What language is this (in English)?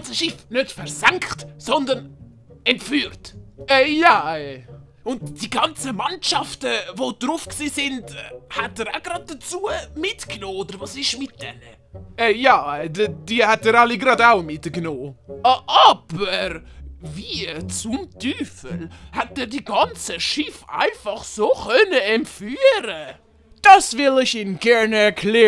Swiss German